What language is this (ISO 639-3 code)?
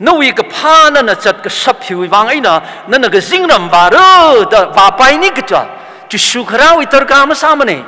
nmf